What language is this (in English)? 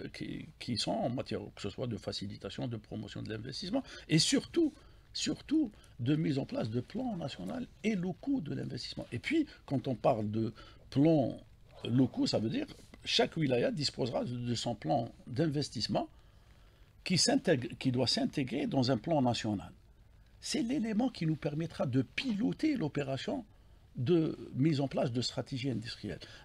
French